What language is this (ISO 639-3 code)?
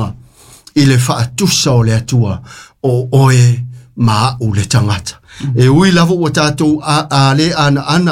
smo